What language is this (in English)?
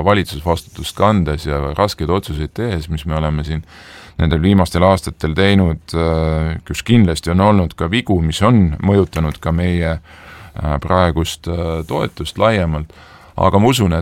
Estonian